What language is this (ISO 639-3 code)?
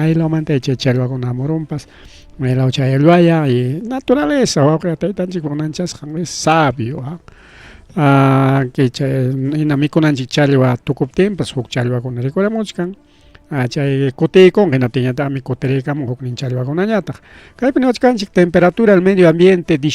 quy